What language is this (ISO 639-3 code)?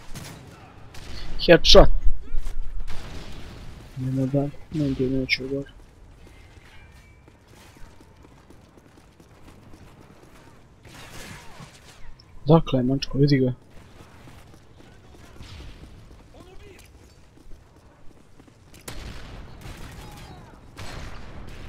hrv